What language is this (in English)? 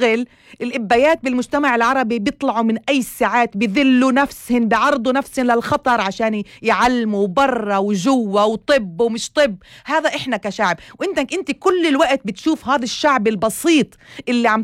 North Levantine Arabic